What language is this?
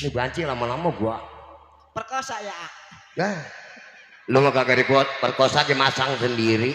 Betawi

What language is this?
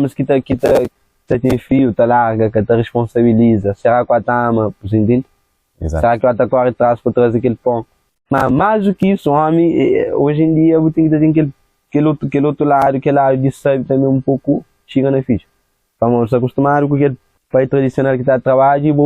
Kabuverdianu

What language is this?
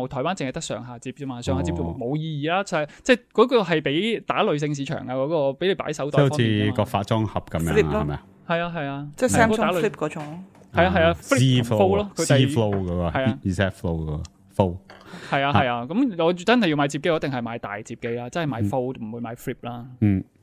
Cantonese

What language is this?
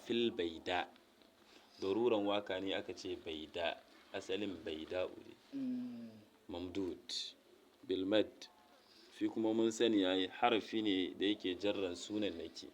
Hausa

